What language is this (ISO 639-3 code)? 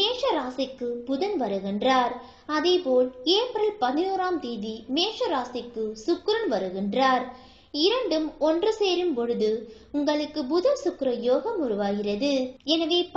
tam